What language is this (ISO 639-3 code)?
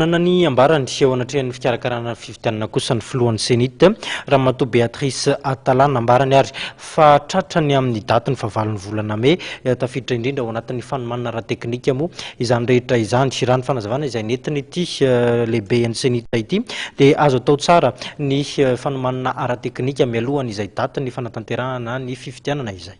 mlg